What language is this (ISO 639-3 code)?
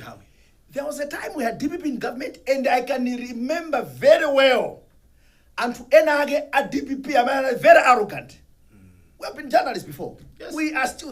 nya